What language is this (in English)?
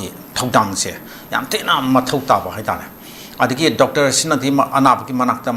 Manipuri